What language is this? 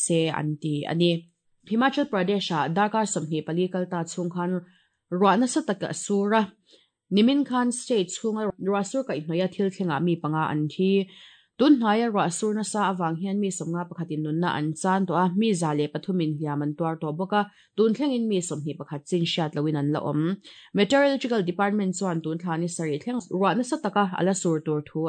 Mizo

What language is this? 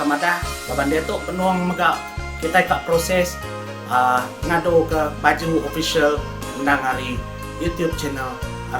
Iban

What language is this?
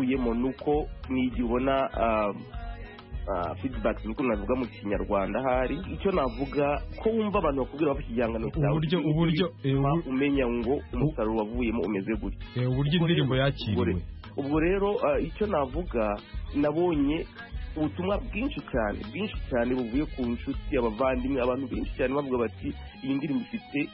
Kinyarwanda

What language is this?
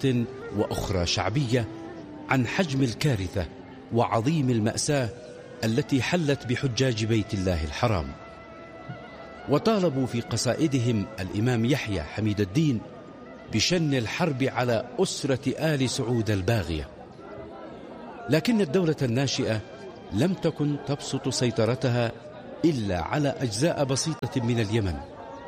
Arabic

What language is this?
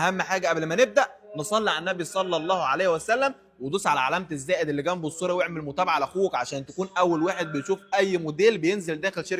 Egyptian Arabic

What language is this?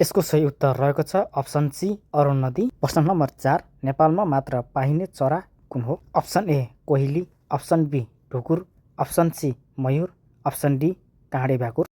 Nepali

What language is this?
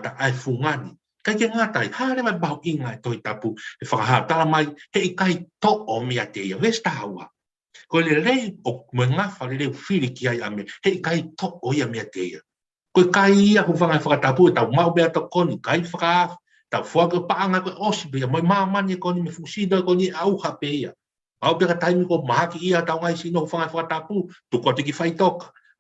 Tongan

